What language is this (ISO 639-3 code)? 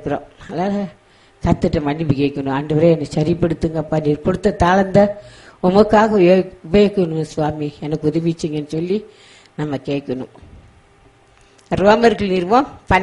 tam